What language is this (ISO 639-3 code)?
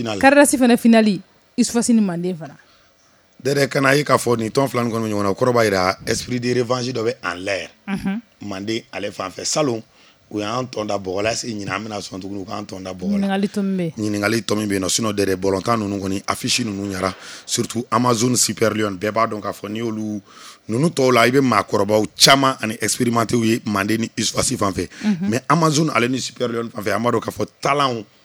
bam